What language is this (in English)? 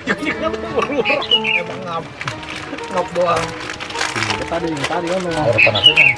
Betawi